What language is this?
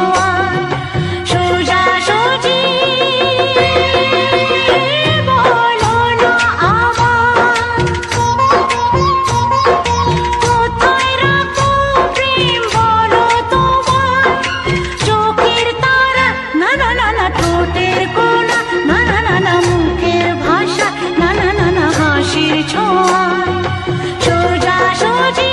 Bangla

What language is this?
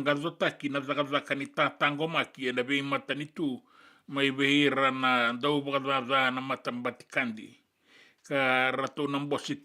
Fijian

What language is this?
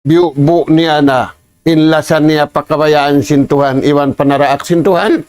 Tausug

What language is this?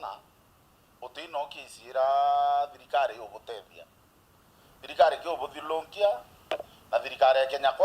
Meru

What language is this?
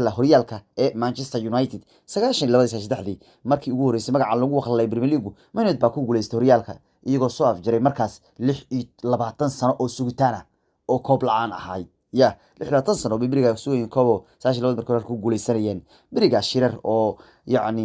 Somali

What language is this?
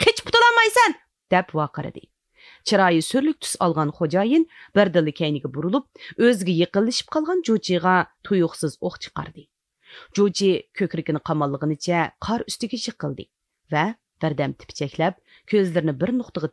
Uyghur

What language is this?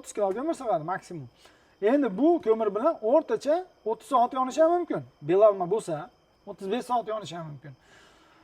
Uzbek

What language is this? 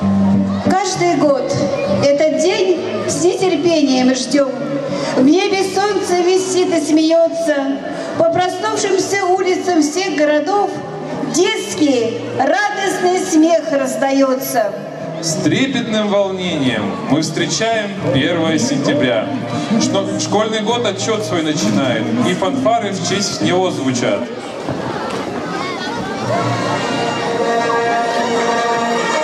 Russian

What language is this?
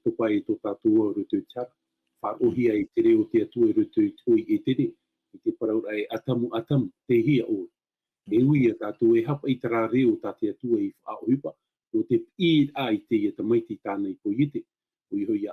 Tahitian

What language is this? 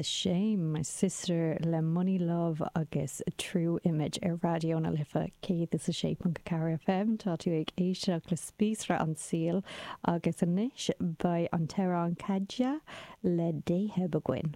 Irish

